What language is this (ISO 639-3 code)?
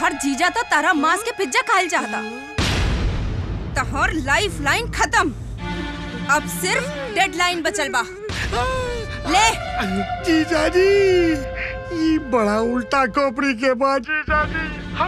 bho